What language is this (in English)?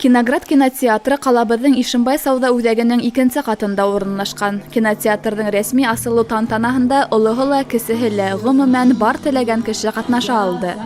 Bashkir